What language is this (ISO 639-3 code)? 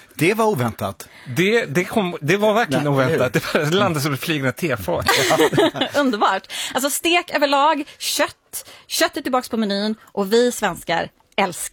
swe